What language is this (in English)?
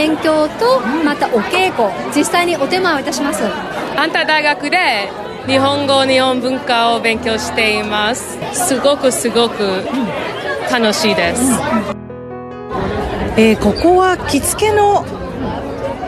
Japanese